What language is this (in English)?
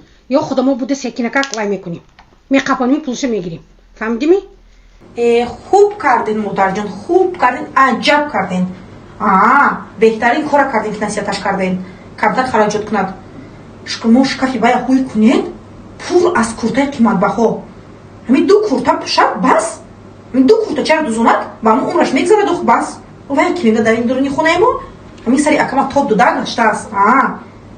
Tajik